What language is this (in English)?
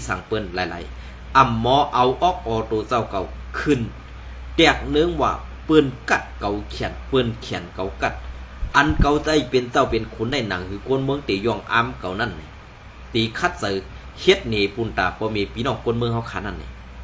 Shan